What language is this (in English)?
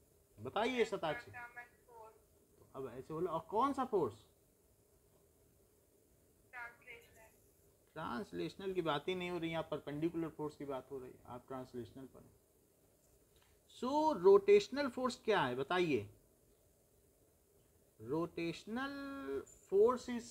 Hindi